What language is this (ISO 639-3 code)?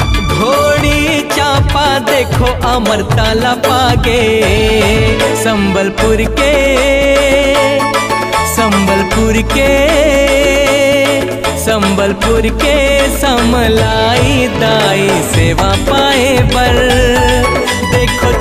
hne